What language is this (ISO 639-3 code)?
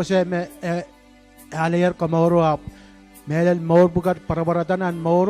pon